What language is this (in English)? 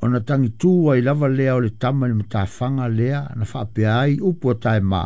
Samoan